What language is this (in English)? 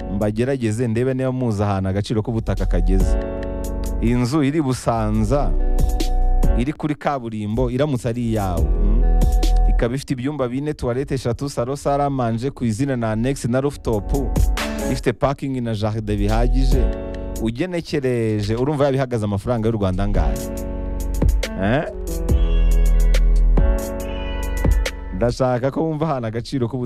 Kinyarwanda